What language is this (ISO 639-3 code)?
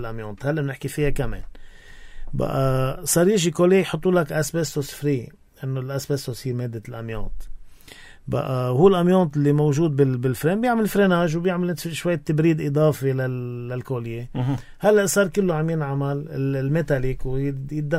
apc